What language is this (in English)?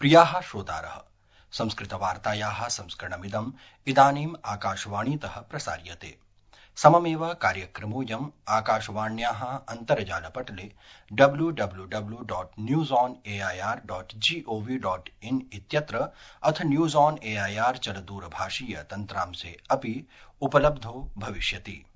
Sanskrit